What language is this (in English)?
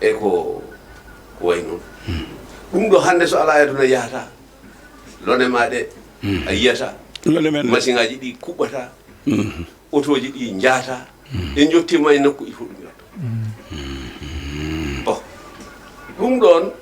Fula